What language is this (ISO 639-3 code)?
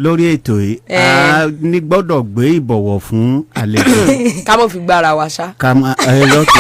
yor